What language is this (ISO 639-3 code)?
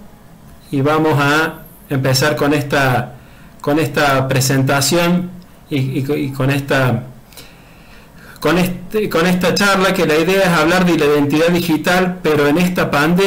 spa